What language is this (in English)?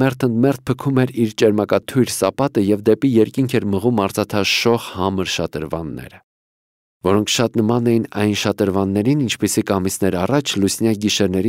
Armenian